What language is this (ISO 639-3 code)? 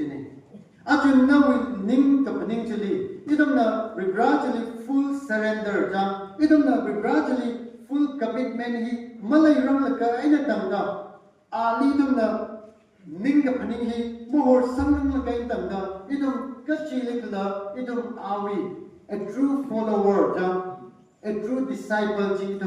nmf